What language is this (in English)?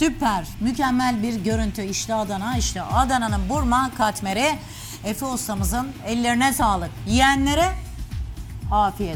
Turkish